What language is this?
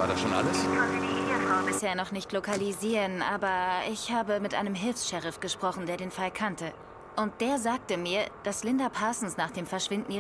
German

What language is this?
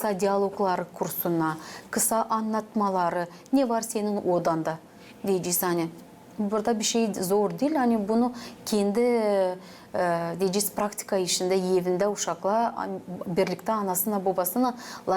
Gagauz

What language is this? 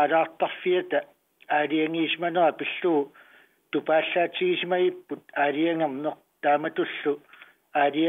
Kalaallisut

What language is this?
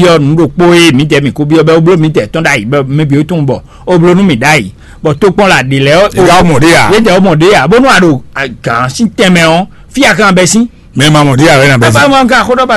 Fon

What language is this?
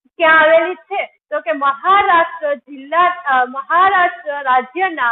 Gujarati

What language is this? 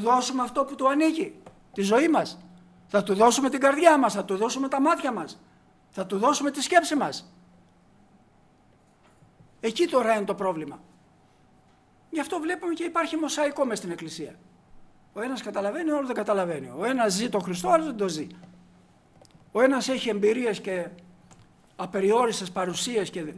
Greek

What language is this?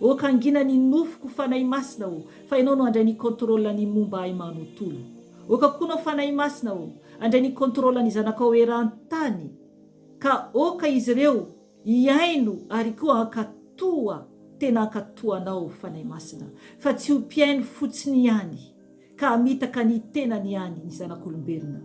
Malagasy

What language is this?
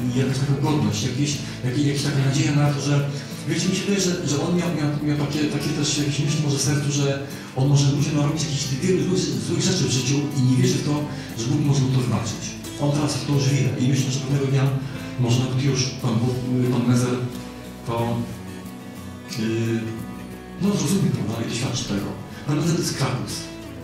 Polish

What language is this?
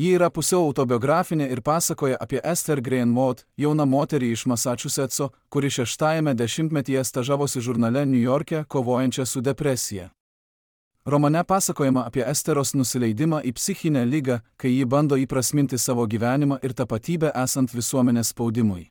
Lithuanian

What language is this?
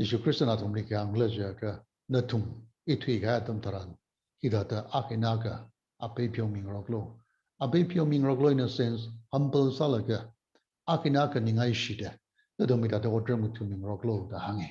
Tangkhul Naga (India)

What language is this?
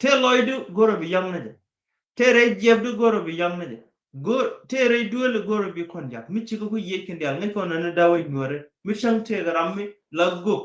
Nuer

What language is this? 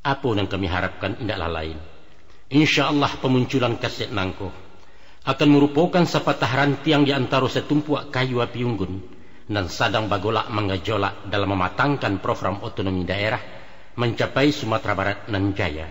Minangkabau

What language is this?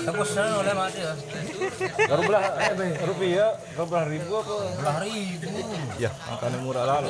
Sasak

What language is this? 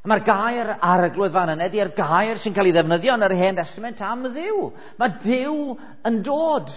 Welsh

